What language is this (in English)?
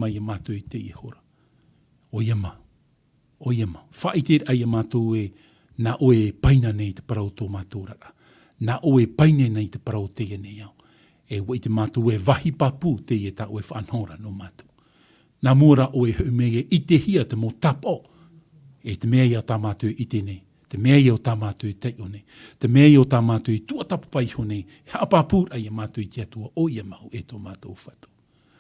Tahitian